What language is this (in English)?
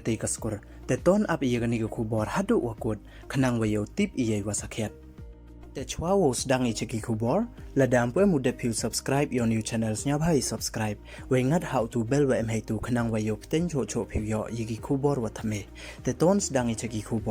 Pnar